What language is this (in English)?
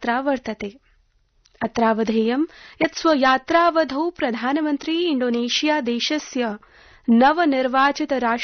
Sanskrit